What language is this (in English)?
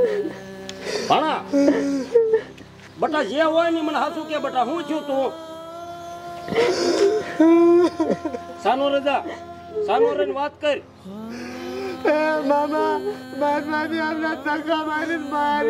Gujarati